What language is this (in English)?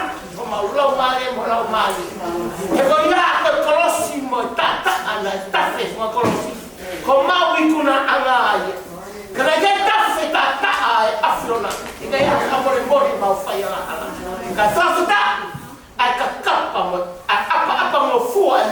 Tongan